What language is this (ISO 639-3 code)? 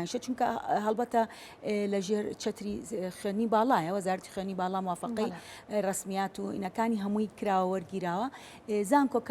ckb